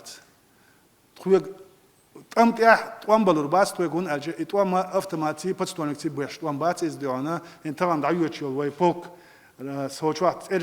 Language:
Chechen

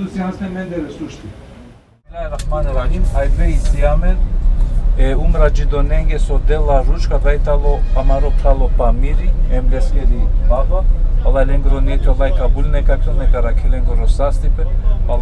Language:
Balkan Romani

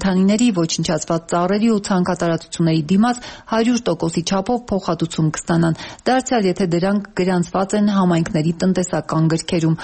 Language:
Armenian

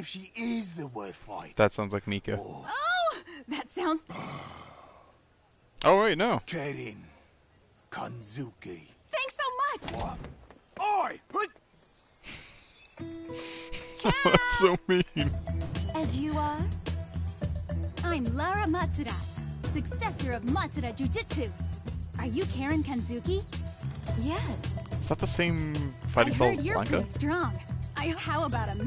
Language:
English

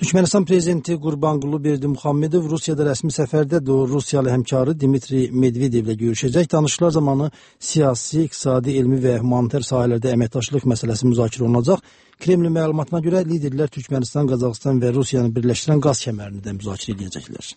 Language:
Azerbaijani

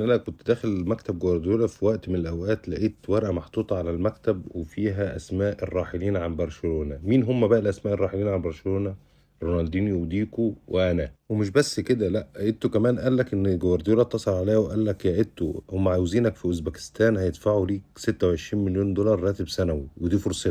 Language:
Egyptian Arabic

